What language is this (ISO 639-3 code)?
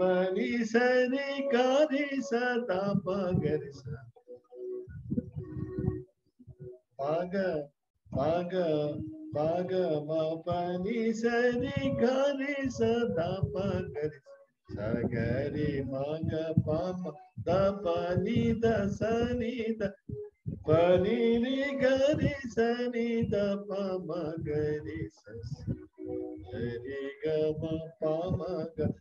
tel